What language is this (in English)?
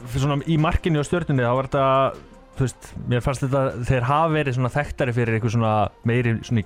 Icelandic